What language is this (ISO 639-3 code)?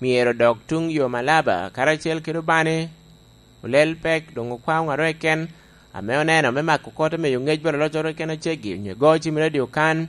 laj